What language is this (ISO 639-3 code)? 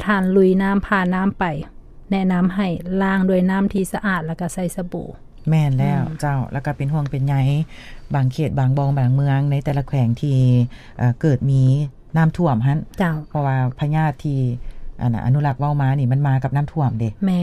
lao